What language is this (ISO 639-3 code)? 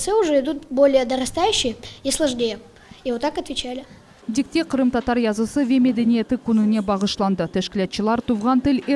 crh